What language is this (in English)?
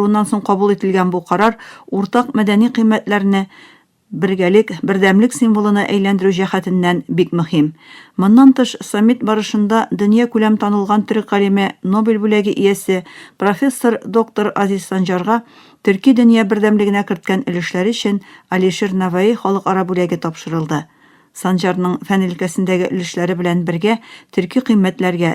Tatar